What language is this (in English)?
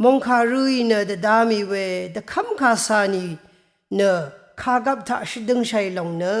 Rawang